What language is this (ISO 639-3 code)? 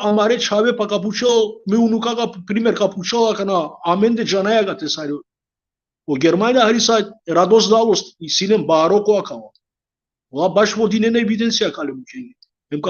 rmn